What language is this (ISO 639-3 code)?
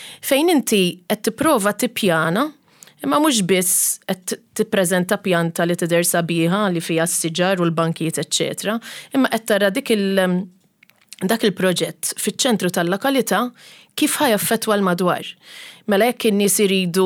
mlt